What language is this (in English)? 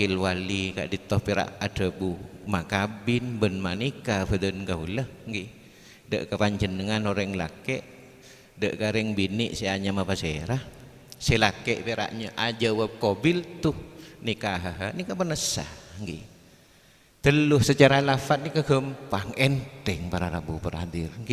Madurese